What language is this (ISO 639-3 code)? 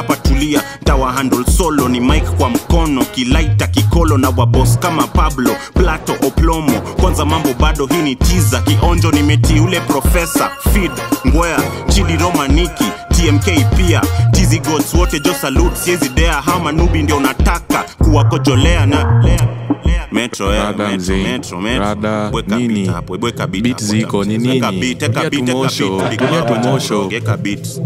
swa